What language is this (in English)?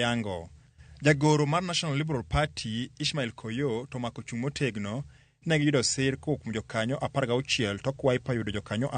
Luo (Kenya and Tanzania)